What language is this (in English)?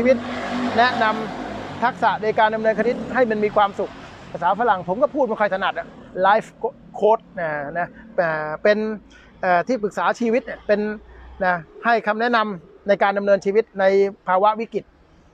Thai